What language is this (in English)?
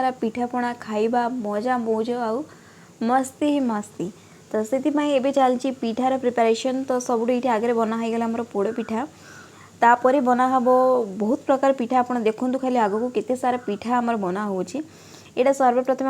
Odia